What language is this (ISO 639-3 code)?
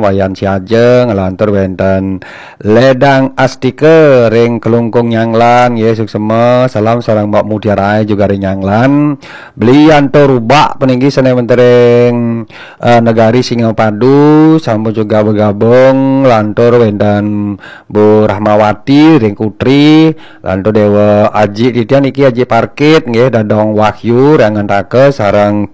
ban